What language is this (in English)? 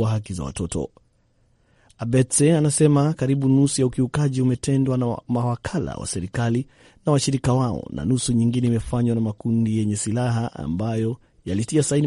Swahili